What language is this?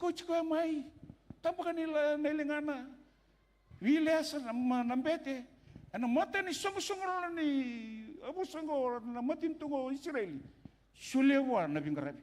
Fijian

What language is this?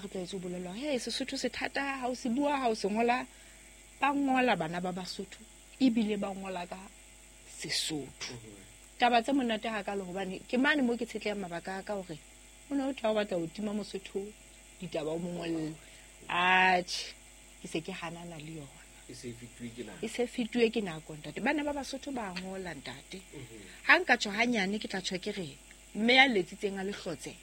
Southern Sotho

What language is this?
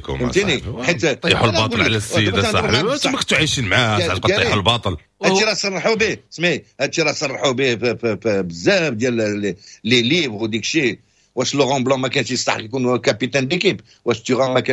Moroccan Arabic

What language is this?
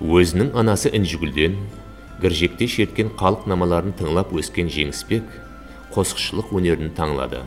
Kara-Kalpak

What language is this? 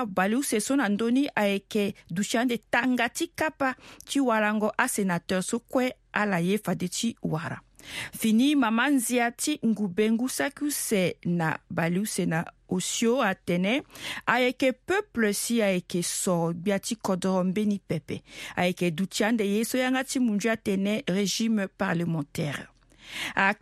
Sango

